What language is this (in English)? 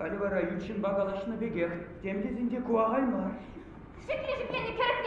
Chuvash